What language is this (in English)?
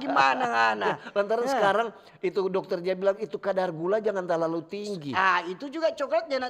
Manado Malay